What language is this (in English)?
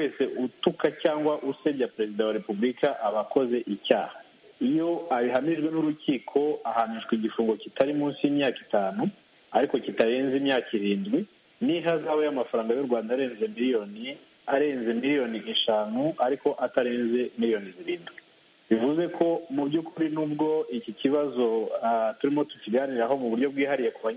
Kinyarwanda